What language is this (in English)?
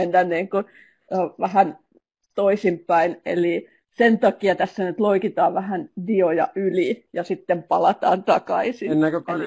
Finnish